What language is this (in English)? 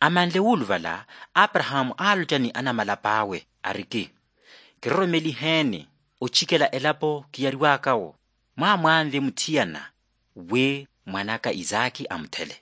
Makhuwa